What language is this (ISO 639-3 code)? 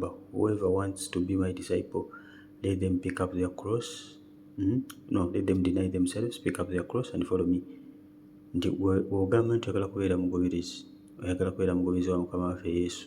lug